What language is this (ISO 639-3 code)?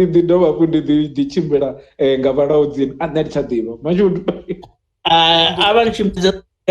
ven